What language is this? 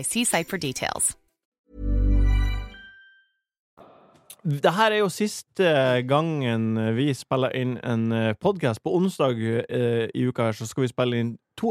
Norwegian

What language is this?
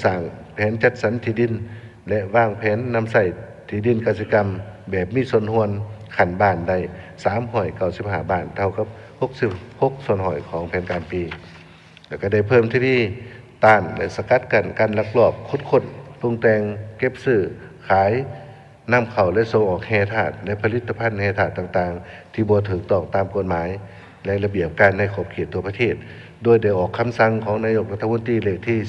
Lao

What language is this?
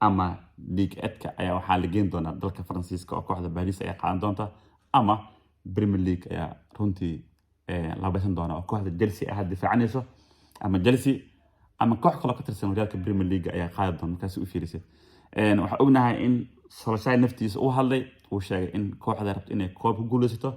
Somali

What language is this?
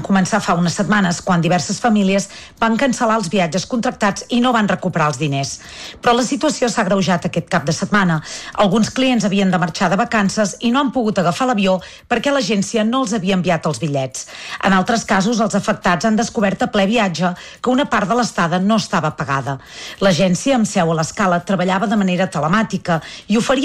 Catalan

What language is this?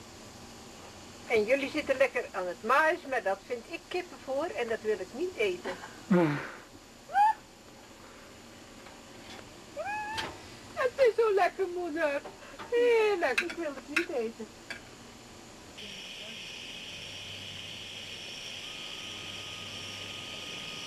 Dutch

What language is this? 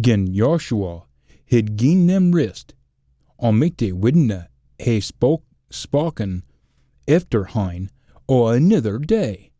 Scots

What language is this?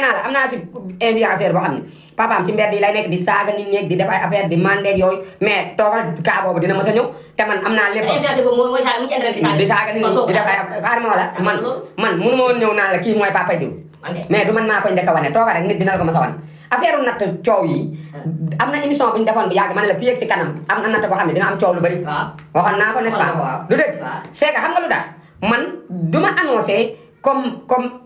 Wolof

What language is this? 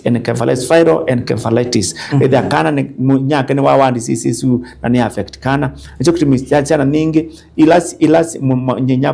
Kamba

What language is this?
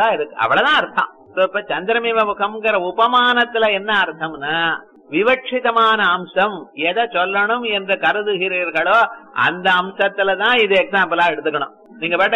Tamil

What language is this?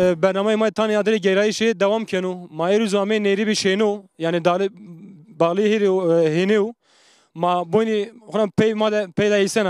Zaza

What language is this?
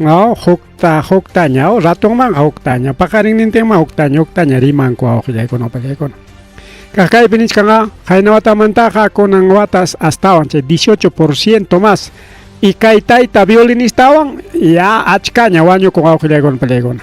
Ayacucho Quechua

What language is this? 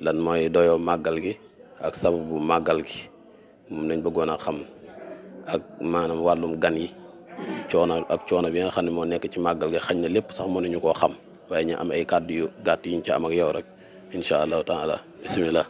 Wolof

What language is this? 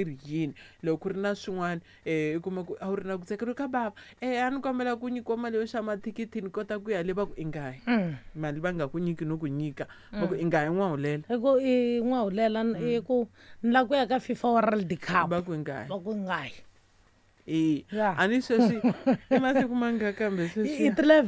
Tsonga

